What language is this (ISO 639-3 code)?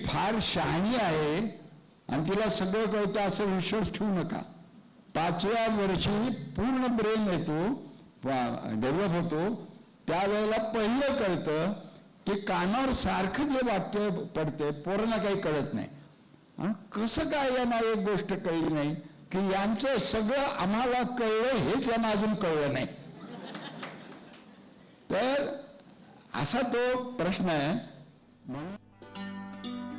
mar